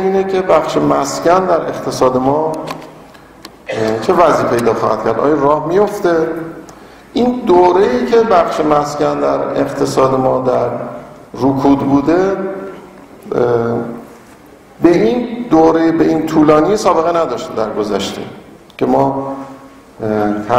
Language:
Persian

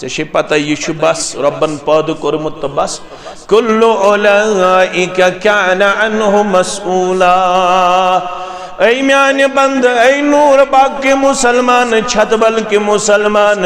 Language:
Kashmiri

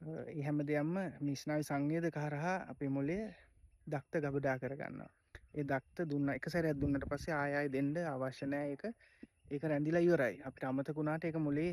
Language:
Sinhala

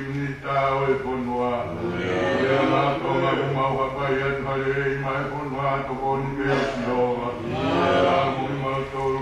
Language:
Tongan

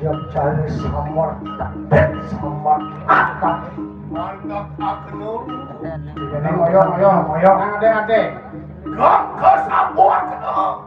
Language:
Balinese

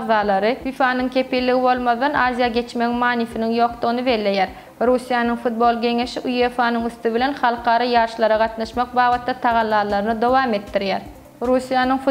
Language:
Turkmen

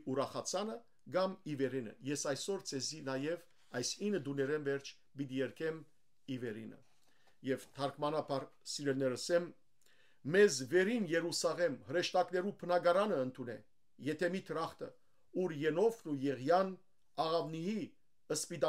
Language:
Western Armenian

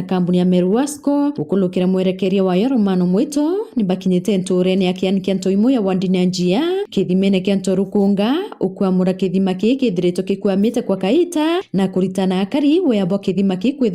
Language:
Meru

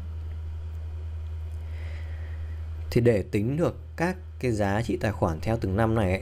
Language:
Vietnamese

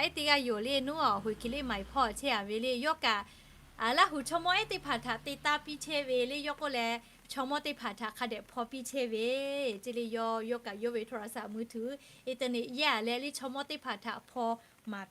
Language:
Lahu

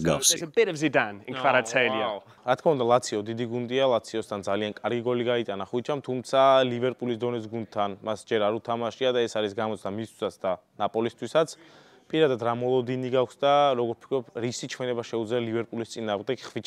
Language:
Georgian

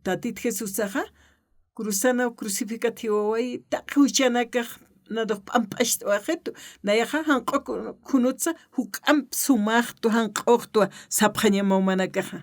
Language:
Aymara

